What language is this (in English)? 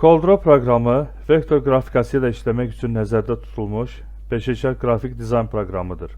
Azerbaijani